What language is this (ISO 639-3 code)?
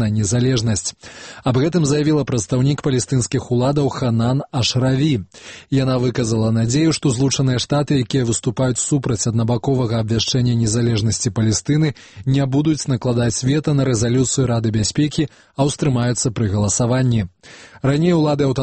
bel